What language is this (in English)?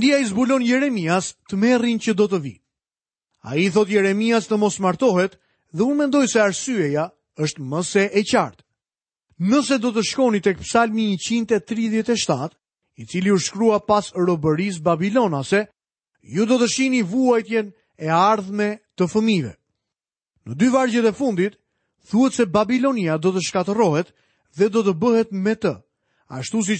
Albanian